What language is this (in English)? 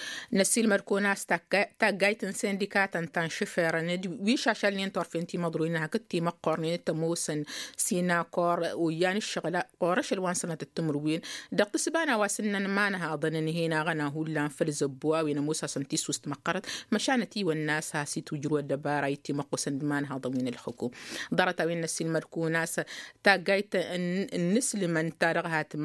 Tamasheq